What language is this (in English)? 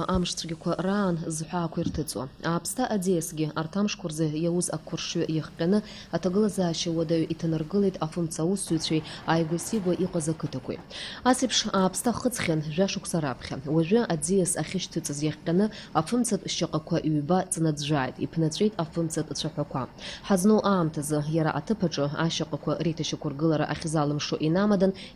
Abkhazian